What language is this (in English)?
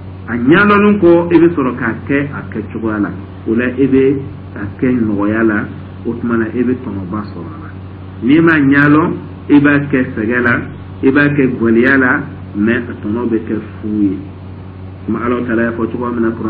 Dyula